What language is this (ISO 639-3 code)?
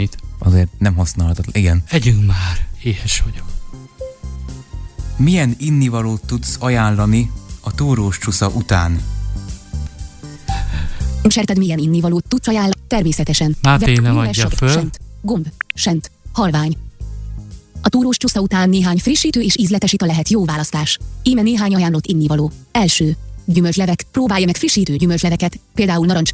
hun